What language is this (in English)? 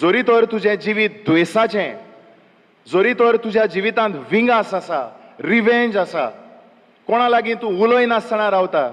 Konkani